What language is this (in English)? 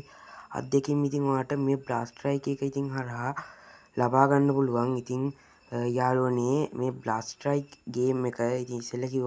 Sinhala